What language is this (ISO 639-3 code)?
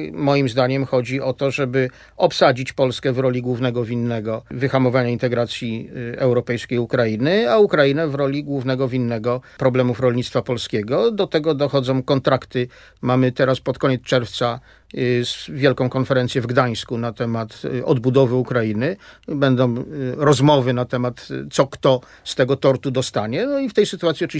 pol